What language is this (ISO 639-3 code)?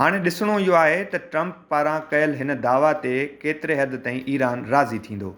snd